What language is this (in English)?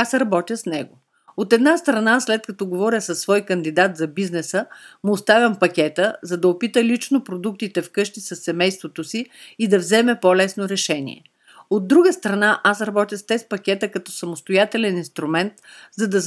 Bulgarian